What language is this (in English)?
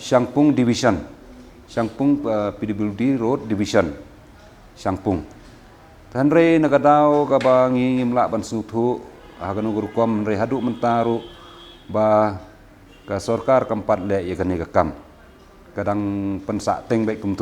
Khasi